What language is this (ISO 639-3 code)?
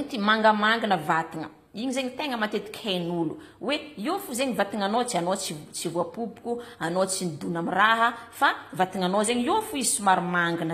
mlg